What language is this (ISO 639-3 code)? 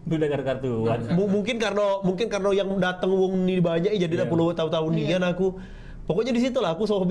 mui